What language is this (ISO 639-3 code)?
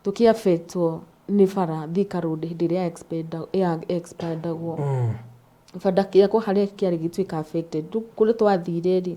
kik